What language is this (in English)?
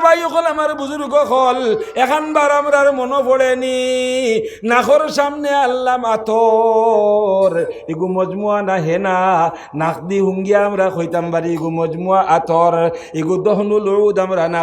Sylheti